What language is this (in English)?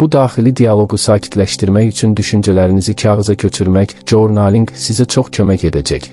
Azerbaijani